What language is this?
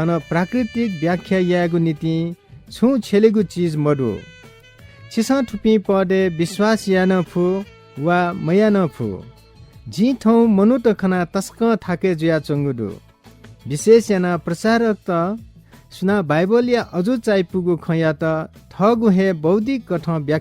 Newari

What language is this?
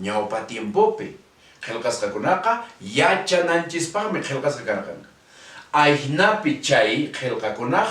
Quechua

